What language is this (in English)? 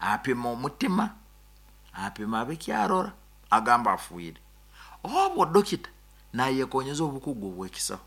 Nyankole